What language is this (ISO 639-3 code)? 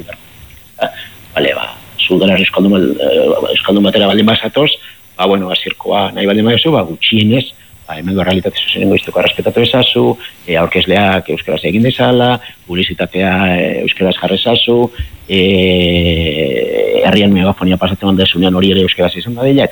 eus